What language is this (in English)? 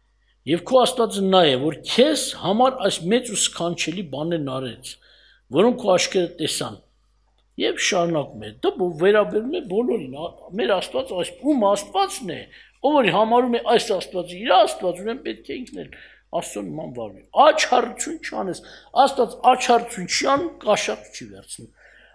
Armenian